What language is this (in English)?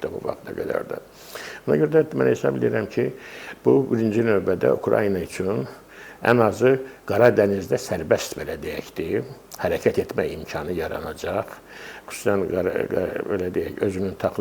Azerbaijani